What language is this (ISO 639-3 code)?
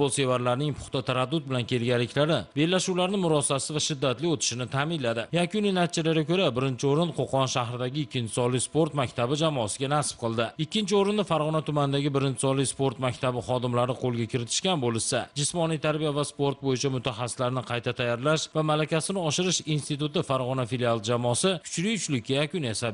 uzb